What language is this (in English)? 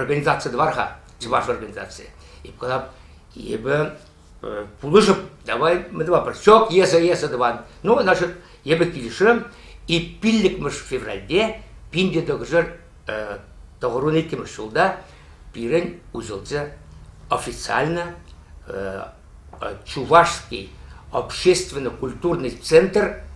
Chuvash